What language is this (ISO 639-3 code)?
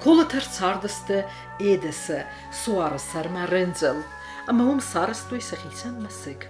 oss